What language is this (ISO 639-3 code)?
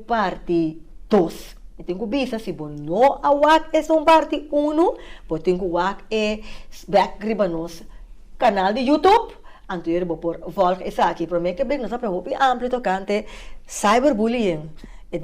pap